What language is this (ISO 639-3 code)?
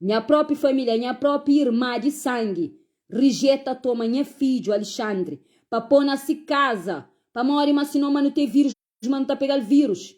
kea